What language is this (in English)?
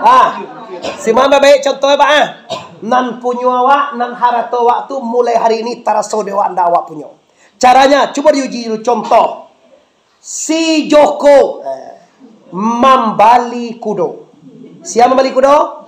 Minangkabau